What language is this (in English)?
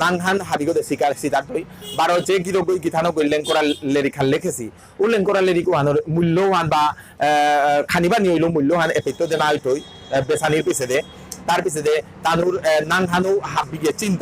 Bishnupriya